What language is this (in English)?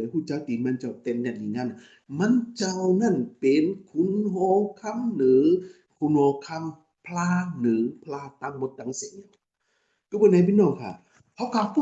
Shan